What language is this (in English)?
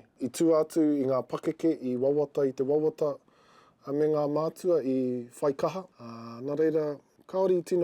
Māori